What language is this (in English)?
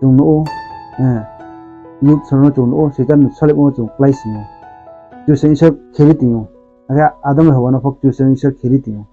Riang (India)